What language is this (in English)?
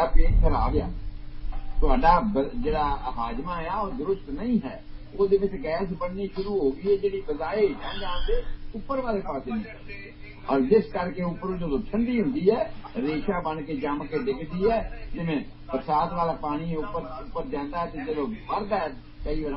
Punjabi